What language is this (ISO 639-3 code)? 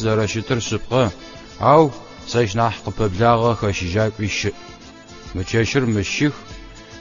ady